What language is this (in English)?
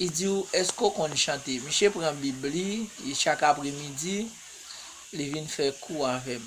Haitian Creole